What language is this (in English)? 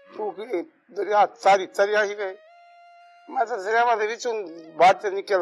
Saraiki